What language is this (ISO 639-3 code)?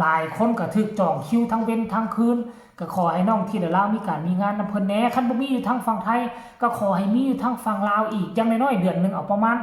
tts